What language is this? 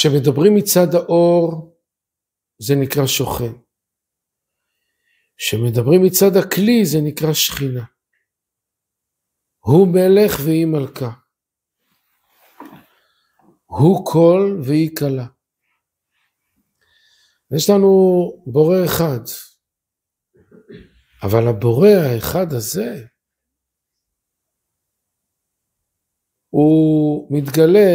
Hebrew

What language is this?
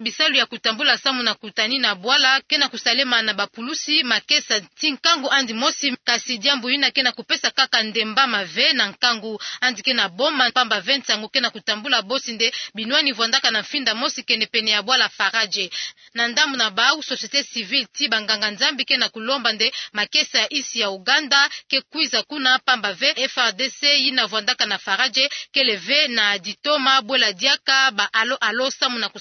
Kituba (Democratic Republic of Congo)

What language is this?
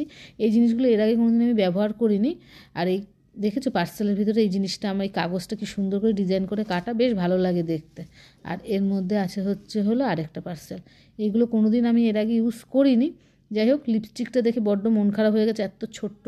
Bangla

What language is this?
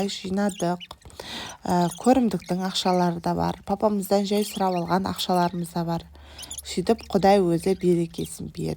Kazakh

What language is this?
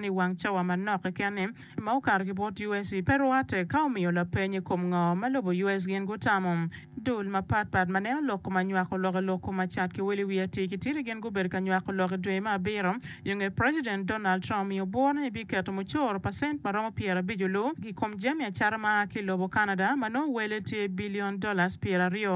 Acoli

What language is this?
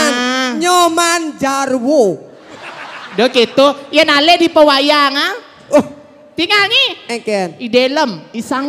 Balinese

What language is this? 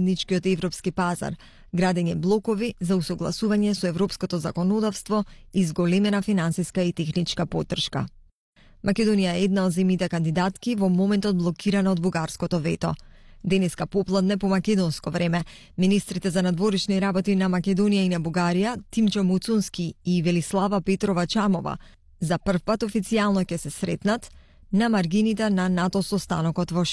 Macedonian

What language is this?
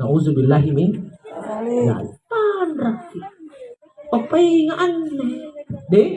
Makasar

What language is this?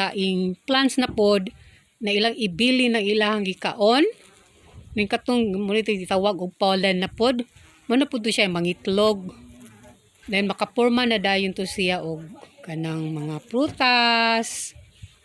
Cebuano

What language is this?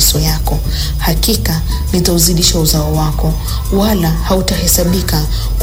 Swahili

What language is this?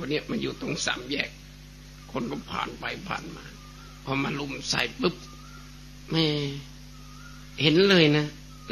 Thai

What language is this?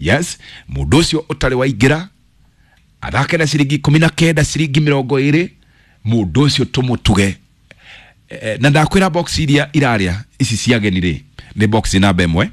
Kikuyu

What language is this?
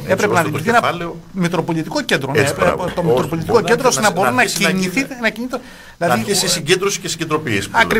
Greek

